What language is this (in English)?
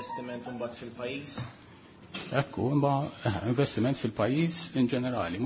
Maltese